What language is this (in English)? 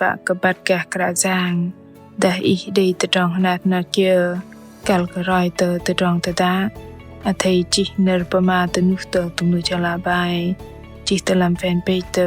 Bahnar